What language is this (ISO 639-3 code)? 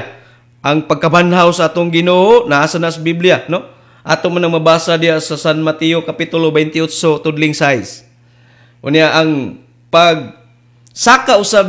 ceb